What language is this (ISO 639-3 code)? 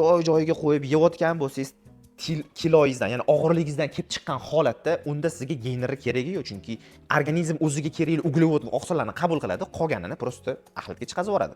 uzb